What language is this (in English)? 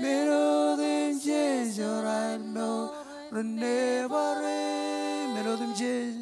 Marshallese